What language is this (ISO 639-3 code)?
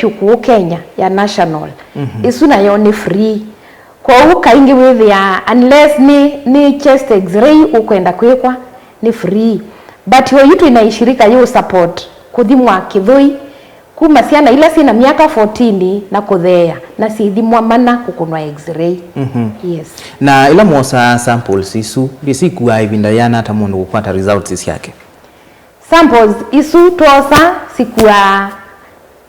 kam